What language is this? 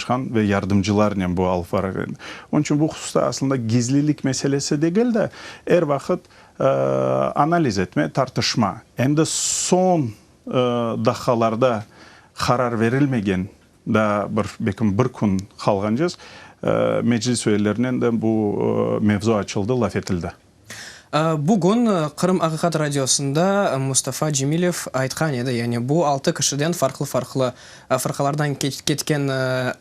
Crimean Tatar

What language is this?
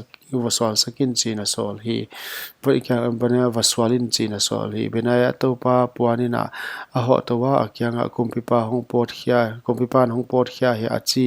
Paite Chin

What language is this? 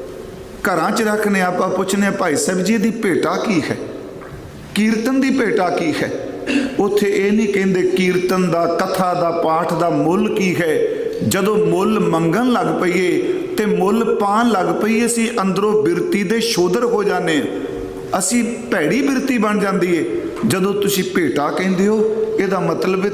Punjabi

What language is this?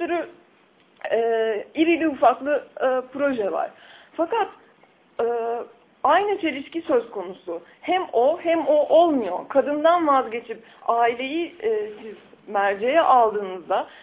Turkish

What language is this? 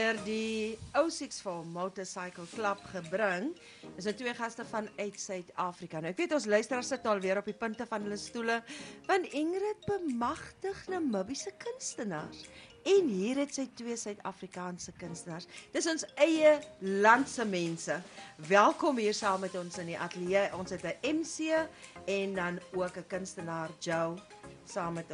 Afrikaans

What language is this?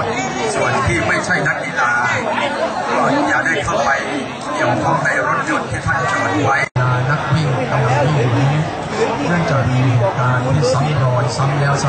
Thai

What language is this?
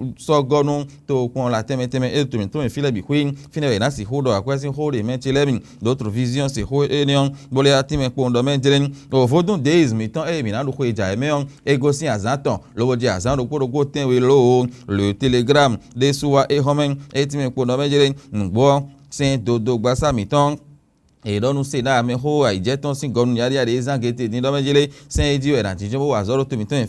Fon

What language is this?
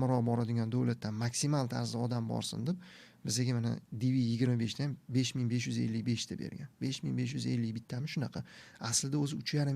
Uzbek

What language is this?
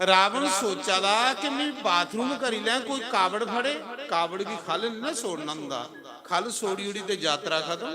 Dogri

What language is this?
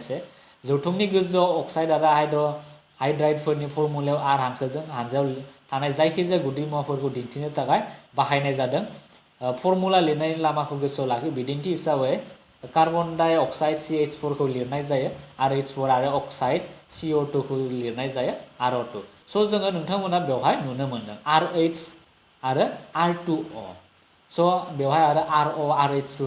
Bodo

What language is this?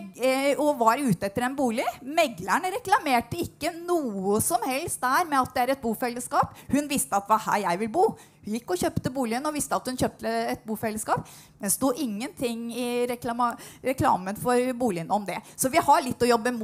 Norwegian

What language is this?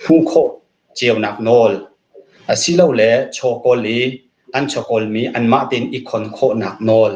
Hakha Chin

